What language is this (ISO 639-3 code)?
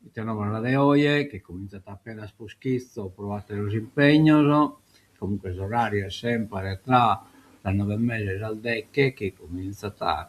srd